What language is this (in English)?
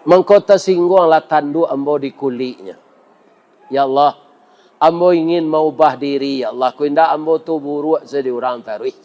Minangkabau